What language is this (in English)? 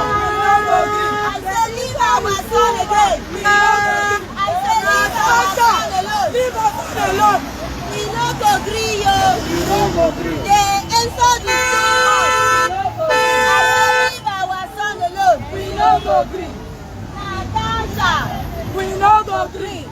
Nigerian Pidgin